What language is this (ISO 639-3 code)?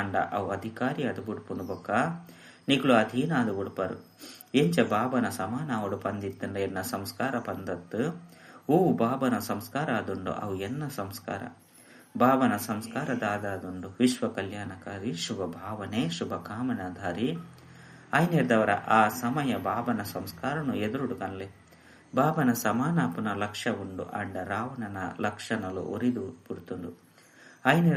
tcy